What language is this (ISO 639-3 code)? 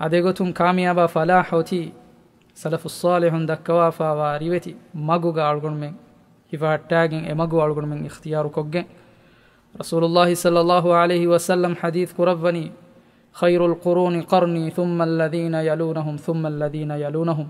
div